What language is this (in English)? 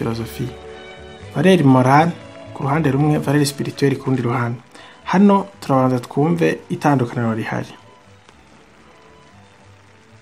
Kinyarwanda